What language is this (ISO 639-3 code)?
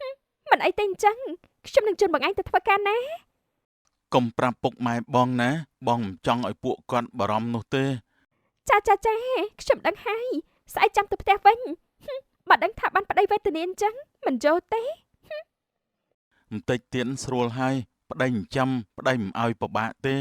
khm